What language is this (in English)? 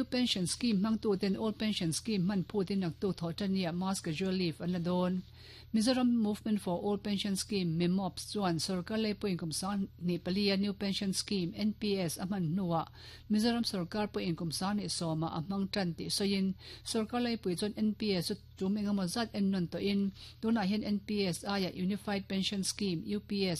Mizo